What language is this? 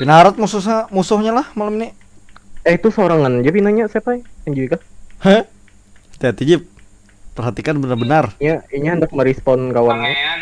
Banjar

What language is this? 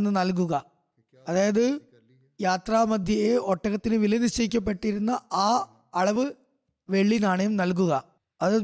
Malayalam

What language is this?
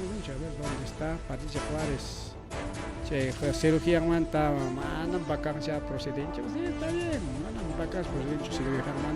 Ayacucho Quechua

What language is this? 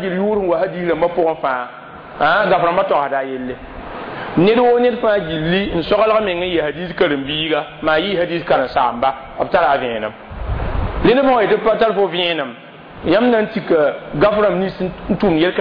Mossi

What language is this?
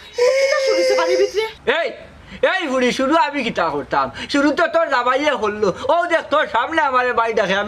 Sylheti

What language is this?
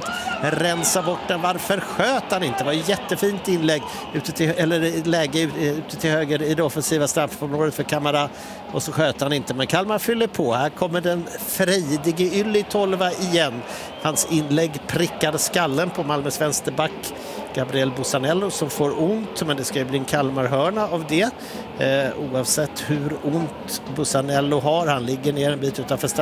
Swedish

